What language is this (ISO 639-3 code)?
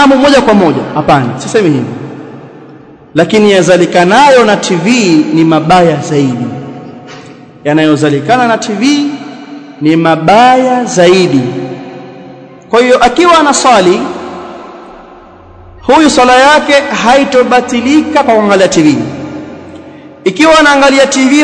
swa